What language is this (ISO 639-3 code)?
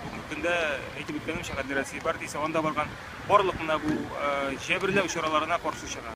tat